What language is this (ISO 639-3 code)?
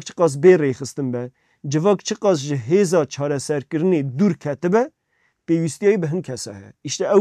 kur